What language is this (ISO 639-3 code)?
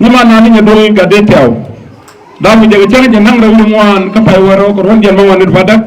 nus